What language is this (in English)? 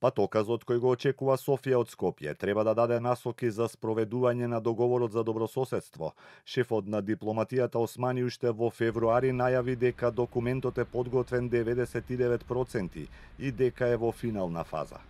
Macedonian